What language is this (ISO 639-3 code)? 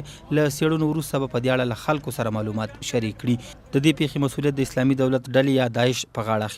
pus